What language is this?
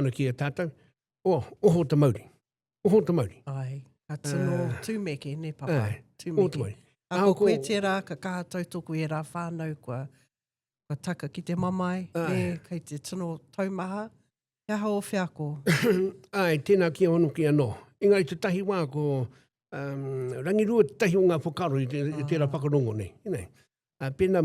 Māori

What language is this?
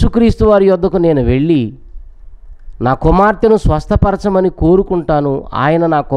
Telugu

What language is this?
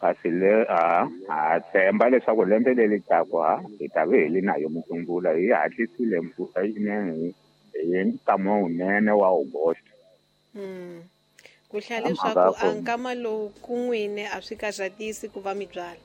Tsonga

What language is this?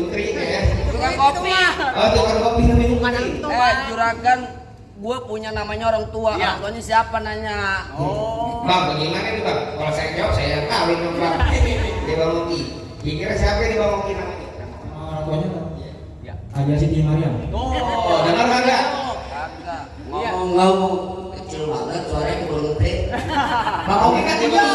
Betawi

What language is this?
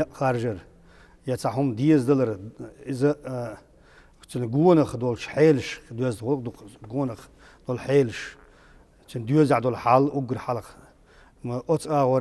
Chechen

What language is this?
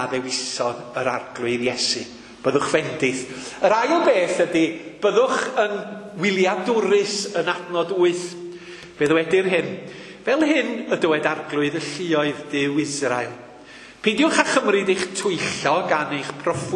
Welsh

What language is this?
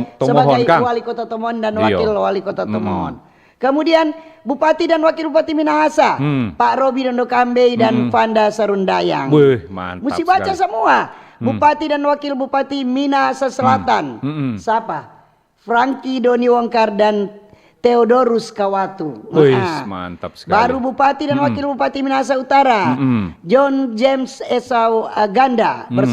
Manado Malay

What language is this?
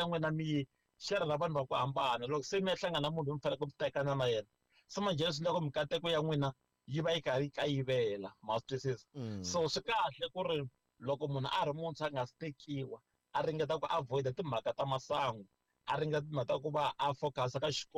Tsonga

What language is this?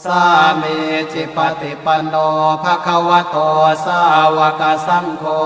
Pali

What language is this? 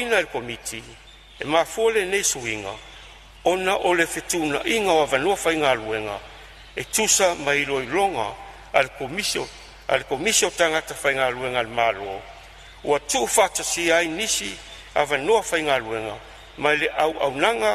Samoan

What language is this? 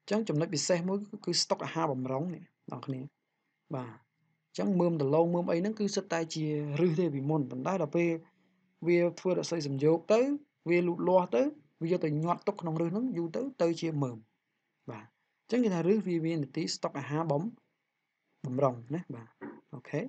Khmer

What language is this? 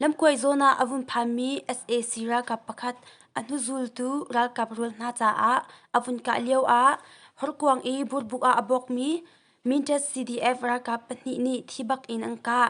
Hakha Chin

